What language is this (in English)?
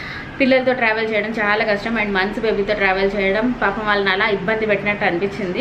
Telugu